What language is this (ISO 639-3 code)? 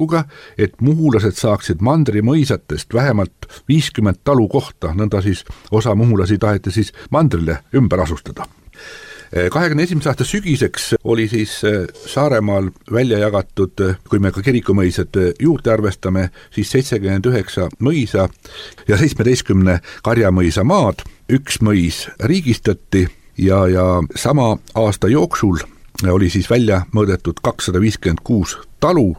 est